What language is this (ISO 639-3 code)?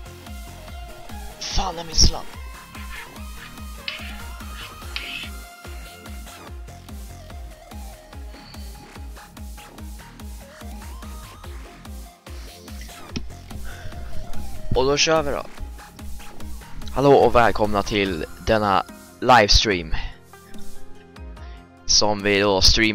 swe